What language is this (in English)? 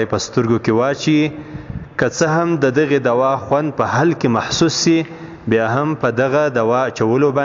Pashto